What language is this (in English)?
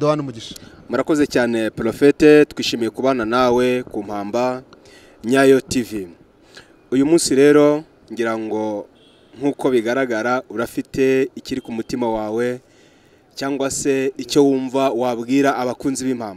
Kinyarwanda